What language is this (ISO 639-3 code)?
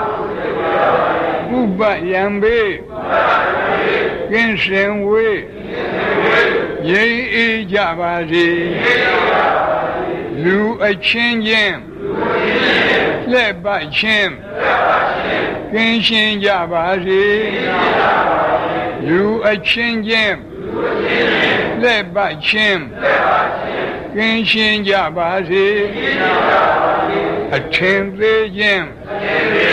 mya